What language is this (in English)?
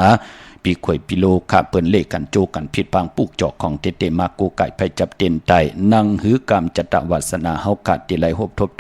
Shan